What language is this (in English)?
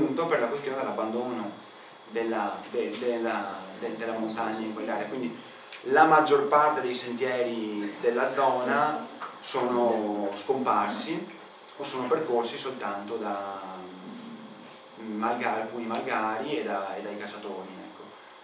Italian